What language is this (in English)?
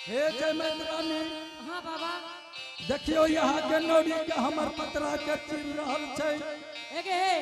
Angika